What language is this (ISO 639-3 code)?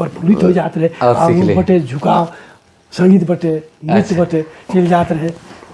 sck